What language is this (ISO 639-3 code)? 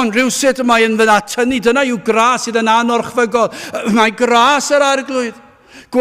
cym